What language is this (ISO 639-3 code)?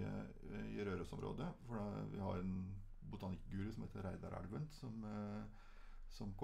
nor